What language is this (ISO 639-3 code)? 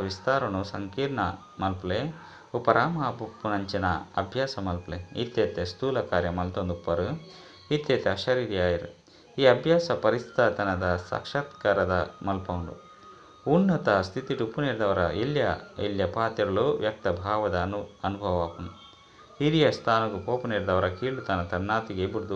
tcy